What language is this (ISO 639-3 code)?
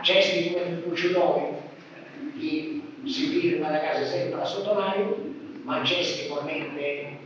srd